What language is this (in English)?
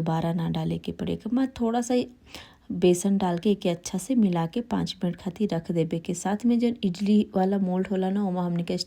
Bhojpuri